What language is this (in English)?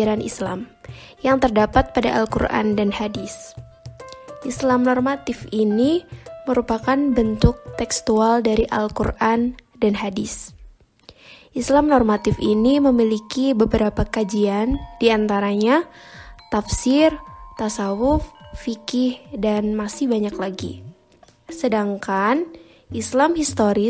Indonesian